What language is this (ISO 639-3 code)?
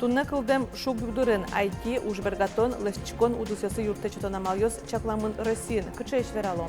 udm